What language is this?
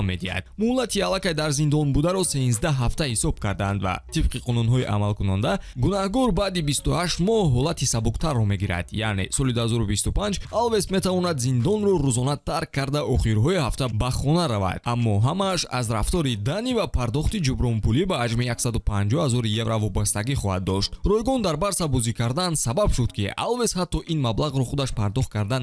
Tajik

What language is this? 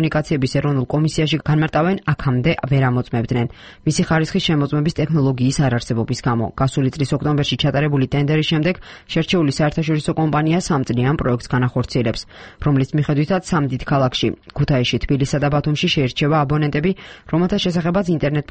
Georgian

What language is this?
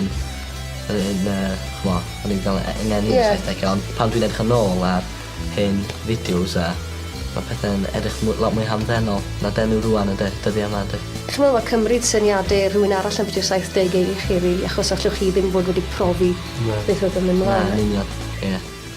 Welsh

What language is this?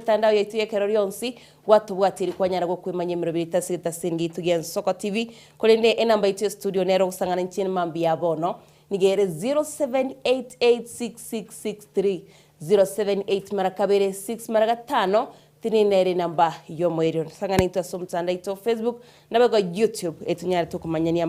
Gusii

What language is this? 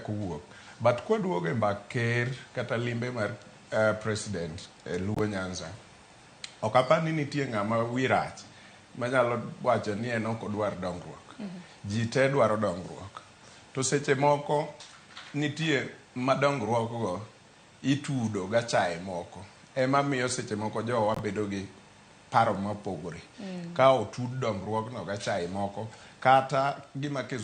Luo (Kenya and Tanzania)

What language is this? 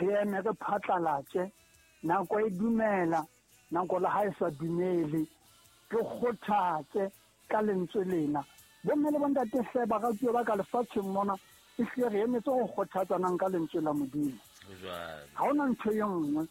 Southern Sotho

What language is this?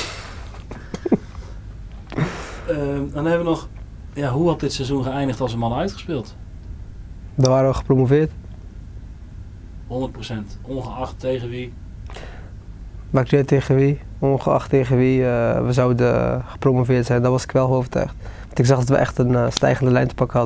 Dutch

